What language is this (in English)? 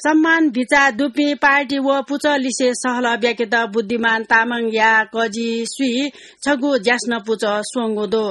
Newari